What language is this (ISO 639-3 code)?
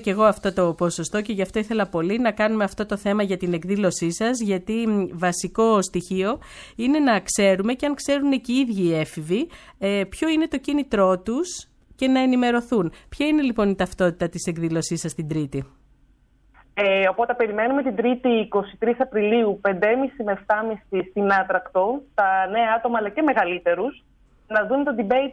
ell